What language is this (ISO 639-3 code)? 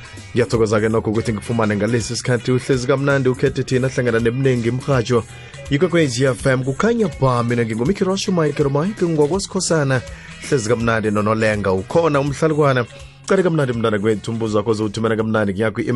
nbl